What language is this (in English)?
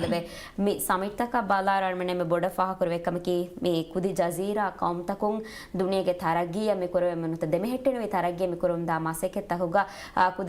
Divehi